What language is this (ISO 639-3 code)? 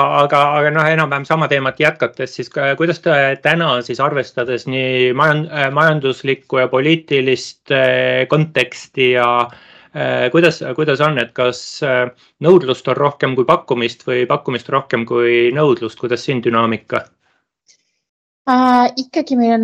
est